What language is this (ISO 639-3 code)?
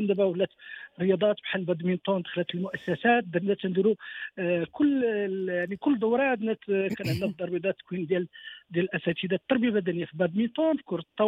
ary